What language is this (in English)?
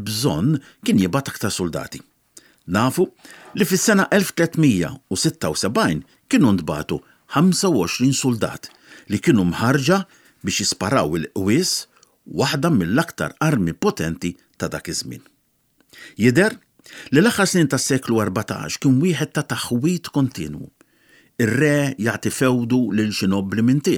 Maltese